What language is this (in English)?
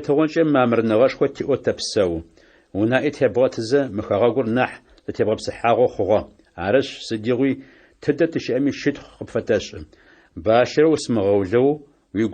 Adyghe